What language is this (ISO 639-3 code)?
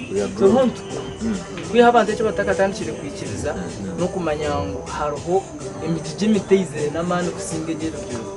nyn